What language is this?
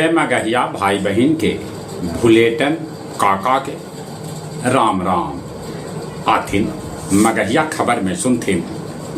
Magahi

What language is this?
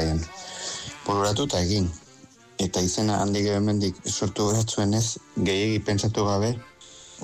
Basque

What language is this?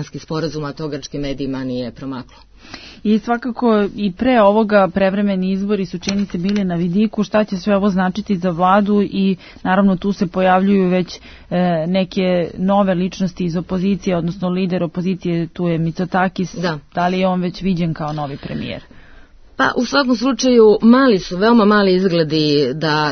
Serbian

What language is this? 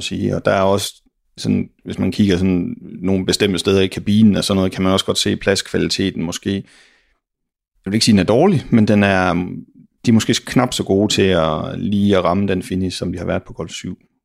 Danish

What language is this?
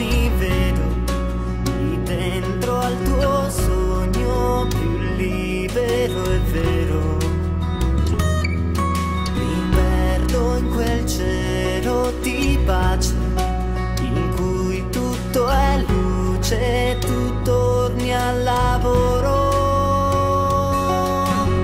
Italian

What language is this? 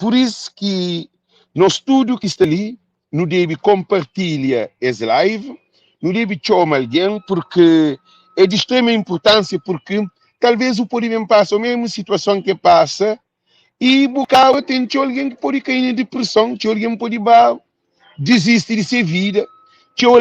Kabuverdianu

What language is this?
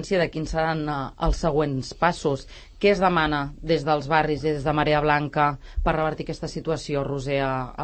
Catalan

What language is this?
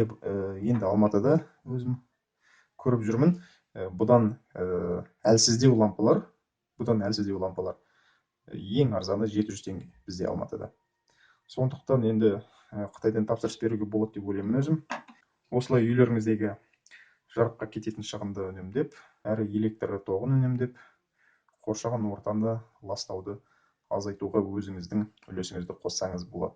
Kazakh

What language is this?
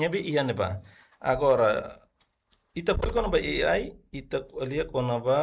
Tetum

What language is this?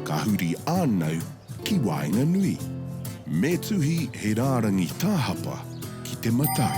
Māori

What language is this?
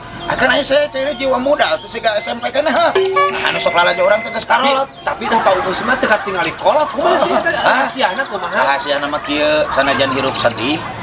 Sundanese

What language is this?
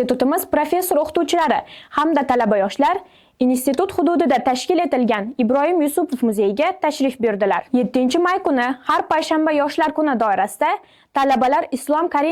Uzbek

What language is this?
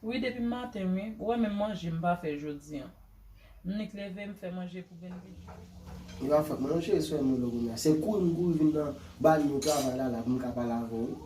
Haitian Creole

